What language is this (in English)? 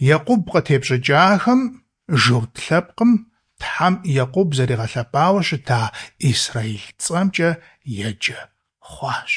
Kabardian